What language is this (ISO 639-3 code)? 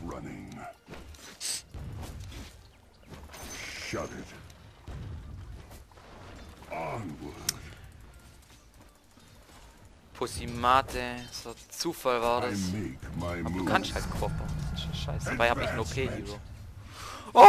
deu